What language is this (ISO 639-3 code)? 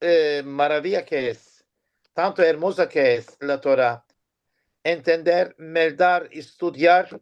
lad